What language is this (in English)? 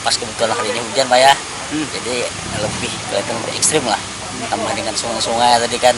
Banjar